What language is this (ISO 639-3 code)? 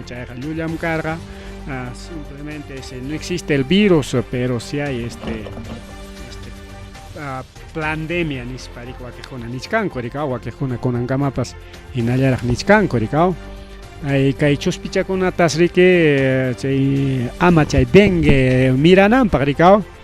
quy